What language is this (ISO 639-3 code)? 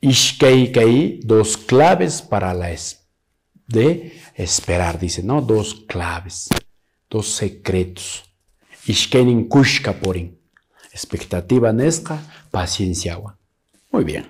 que